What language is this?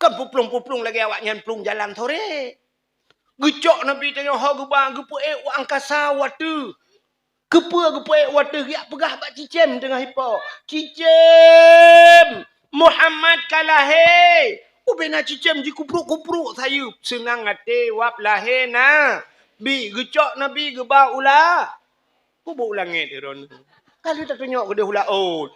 Achinese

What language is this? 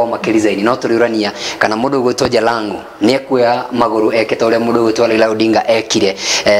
Kikuyu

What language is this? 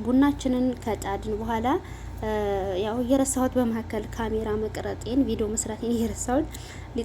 Amharic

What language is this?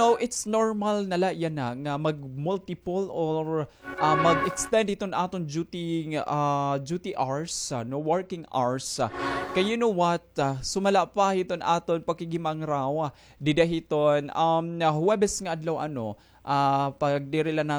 Waray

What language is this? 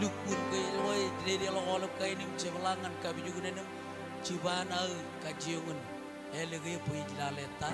Marshallese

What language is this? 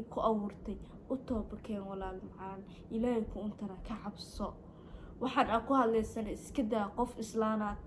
Somali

